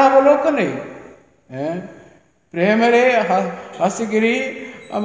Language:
Odia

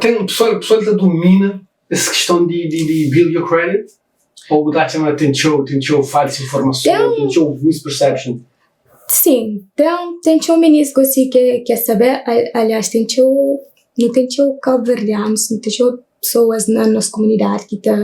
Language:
Kabuverdianu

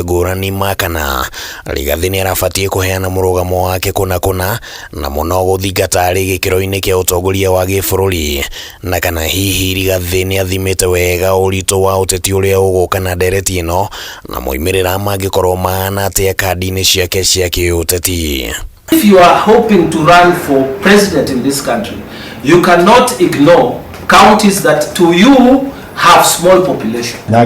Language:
Kikuyu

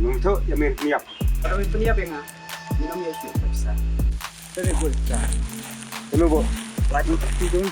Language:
Khasi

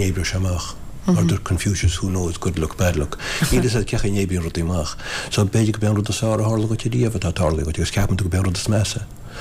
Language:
Irish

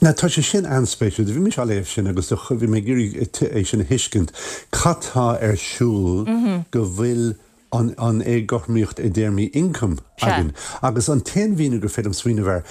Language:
Irish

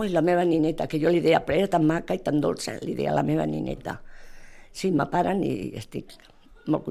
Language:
Catalan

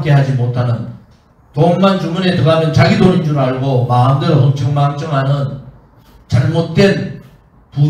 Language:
Korean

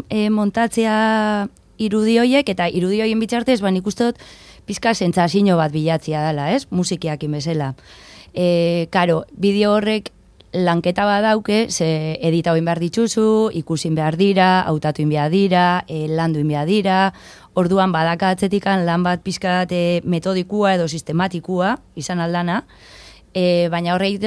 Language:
Basque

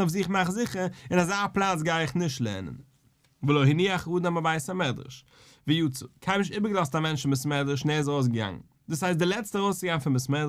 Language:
Yiddish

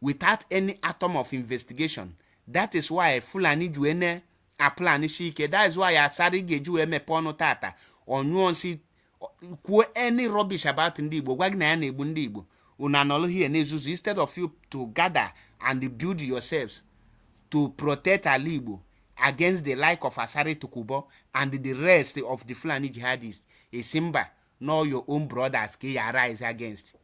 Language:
Igbo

